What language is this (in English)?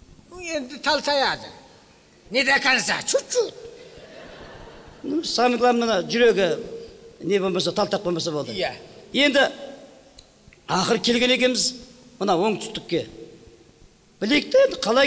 Kazakh